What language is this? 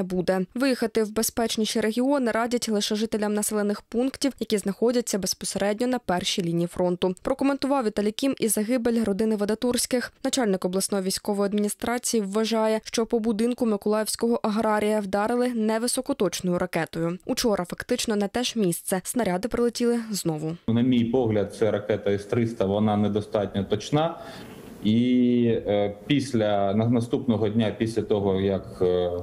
Ukrainian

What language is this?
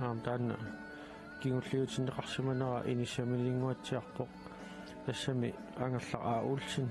Kalaallisut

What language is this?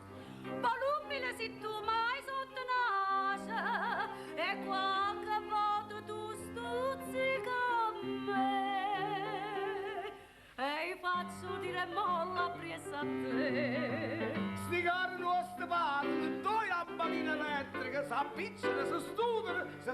Neapolitan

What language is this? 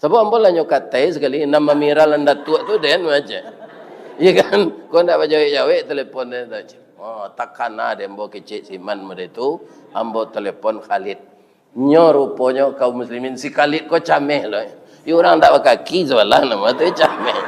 Minangkabau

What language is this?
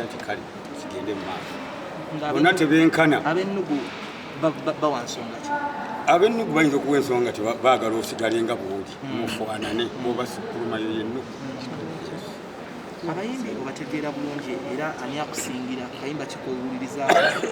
Ganda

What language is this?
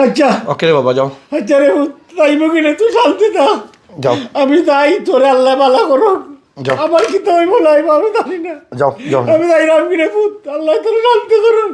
Sylheti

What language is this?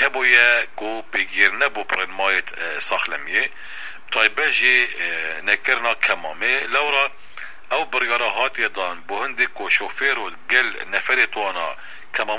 Kurdish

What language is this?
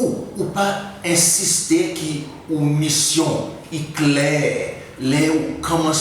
Seselwa Creole French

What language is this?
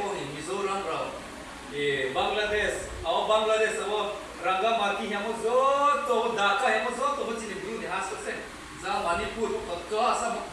Riang (India)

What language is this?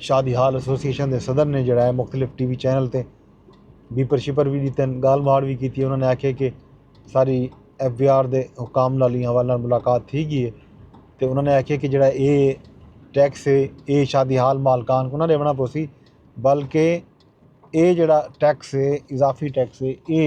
Saraiki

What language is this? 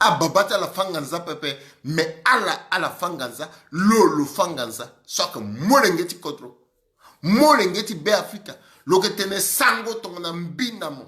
Sango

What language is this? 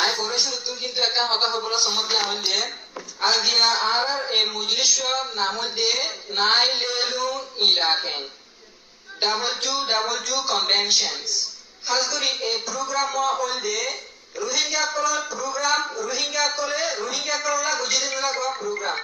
Rohingya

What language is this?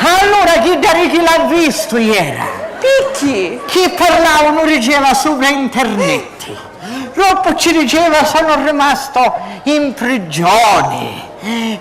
Sicilian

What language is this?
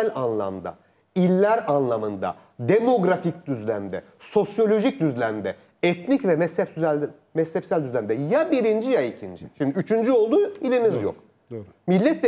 Turkish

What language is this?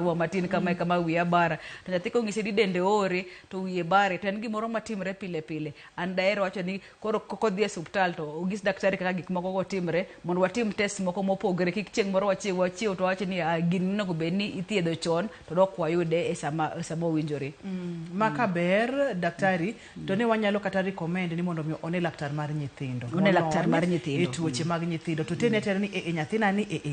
Luo (Kenya and Tanzania)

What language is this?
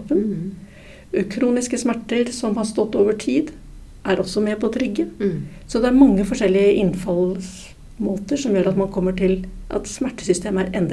Norwegian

